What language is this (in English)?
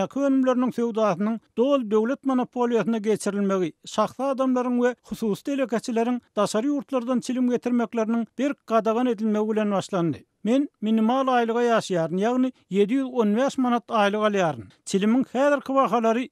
Turkmen